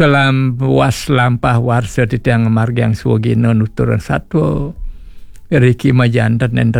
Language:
Balinese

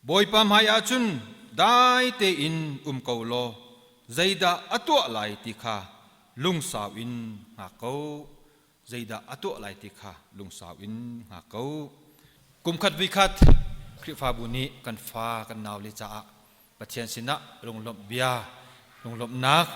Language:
Hakha Chin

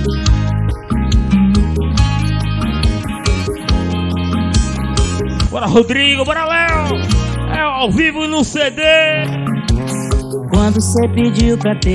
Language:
Portuguese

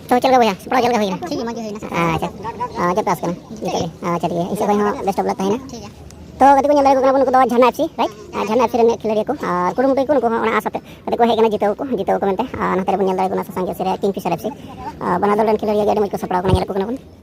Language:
Santali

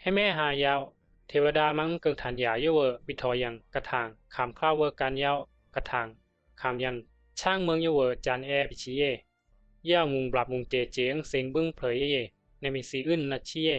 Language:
Bisu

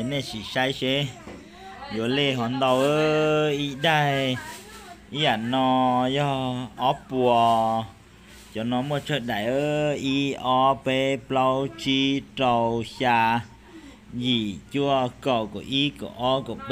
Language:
Hmong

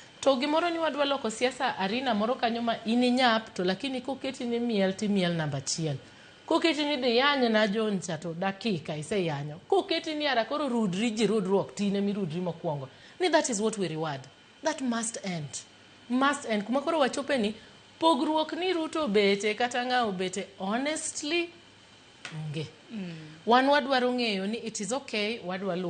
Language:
Luo (Kenya and Tanzania)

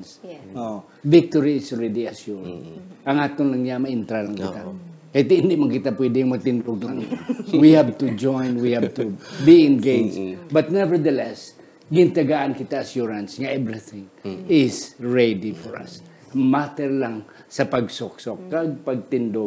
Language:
Hiligaynon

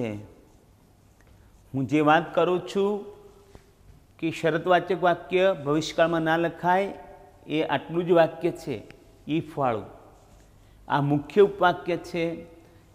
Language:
Gujarati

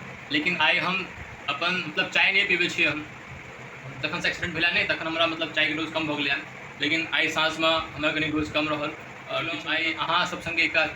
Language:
Maithili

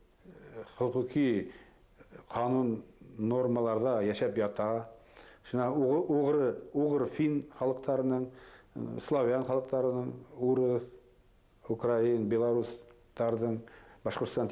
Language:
Bashkir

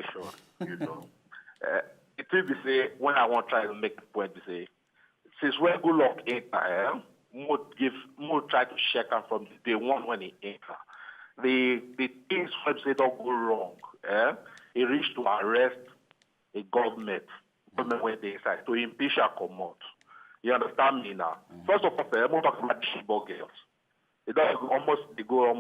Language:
Nigerian Pidgin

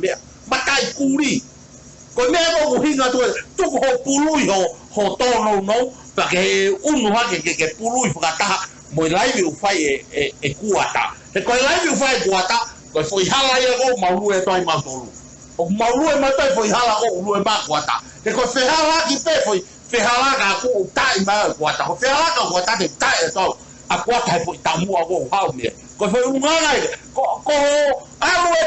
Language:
Tongan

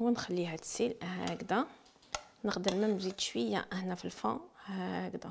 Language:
Algerian Arabic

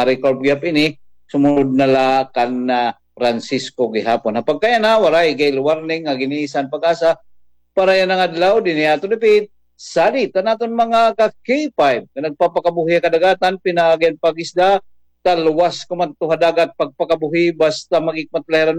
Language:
Waray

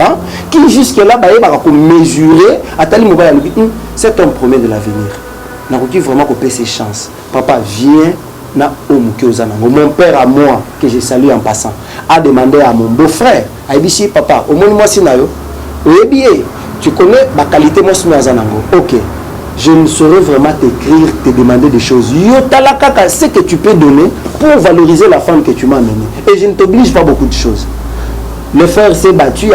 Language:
Lingala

